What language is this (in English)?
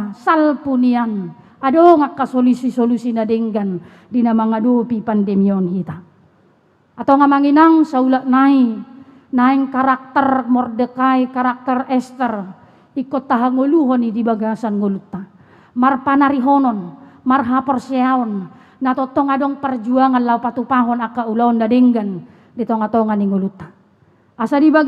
Batak Toba